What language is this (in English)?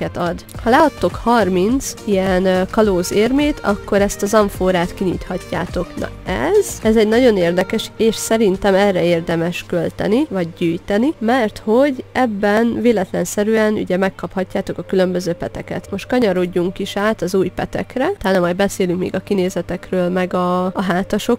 Hungarian